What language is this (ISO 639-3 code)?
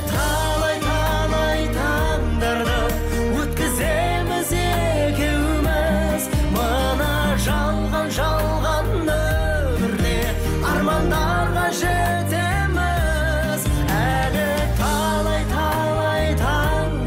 kaz